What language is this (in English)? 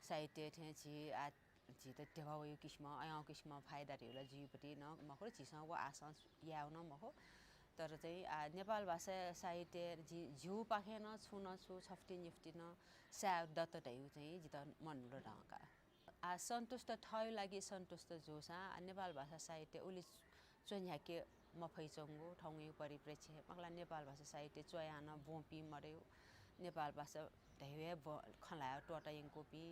Newari